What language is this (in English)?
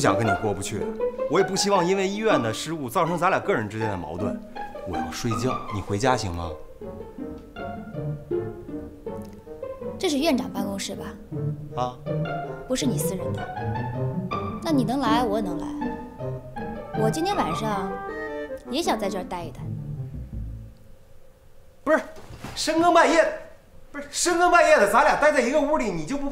Chinese